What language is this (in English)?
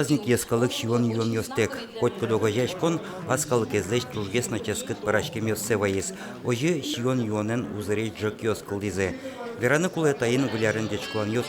Udmurt